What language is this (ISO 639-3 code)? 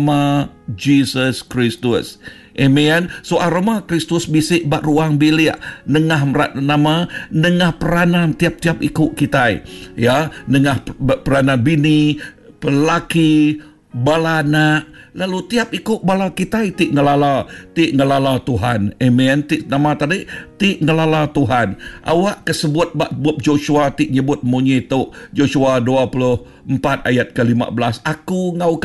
iba